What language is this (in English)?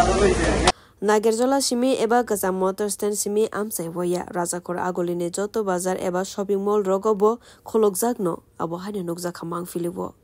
Kok Borok